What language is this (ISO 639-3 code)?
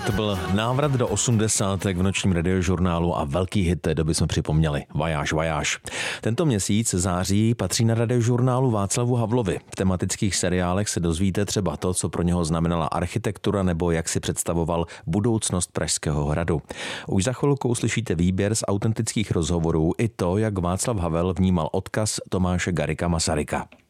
ces